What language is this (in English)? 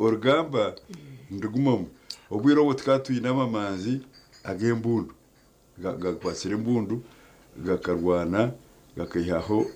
Nyankole